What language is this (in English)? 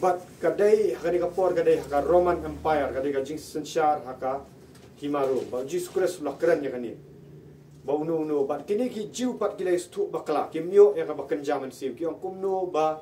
Khasi